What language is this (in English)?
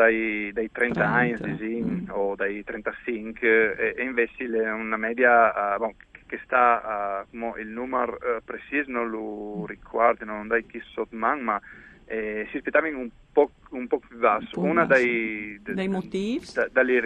Friulian